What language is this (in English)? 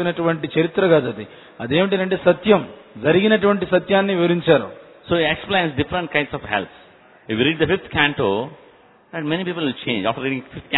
Telugu